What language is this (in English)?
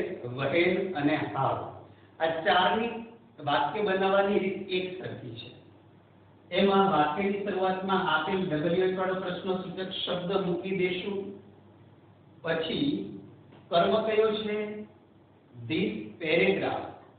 Gujarati